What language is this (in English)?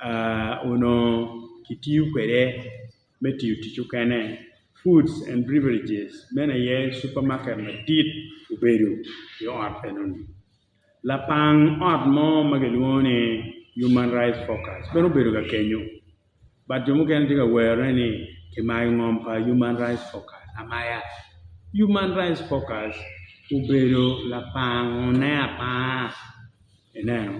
Acoli